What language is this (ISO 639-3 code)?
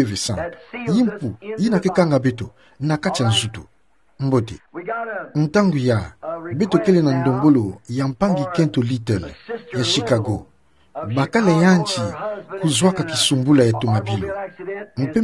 ktu